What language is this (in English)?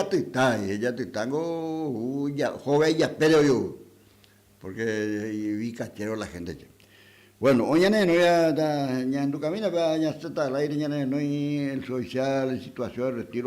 Guarani